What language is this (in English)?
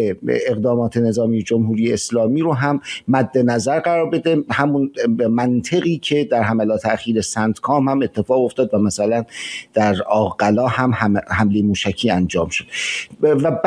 Persian